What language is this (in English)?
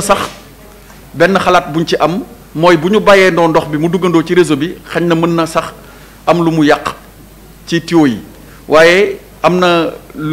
Wolof